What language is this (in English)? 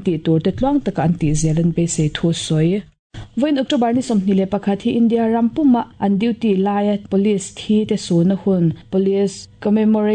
Mizo